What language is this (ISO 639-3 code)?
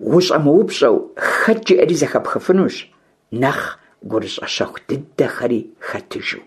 kbd